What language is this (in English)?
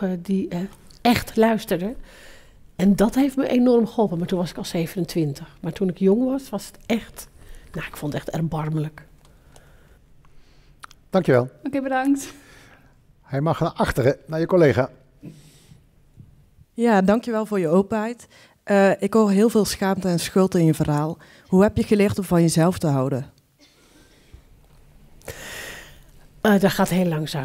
Dutch